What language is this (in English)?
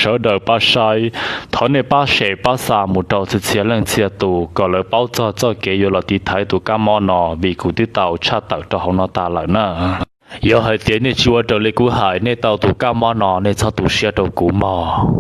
Hmong